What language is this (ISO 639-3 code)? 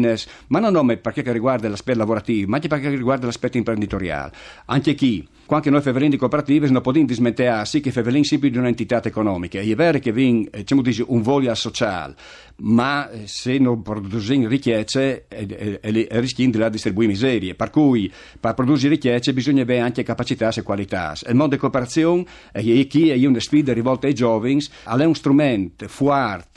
fur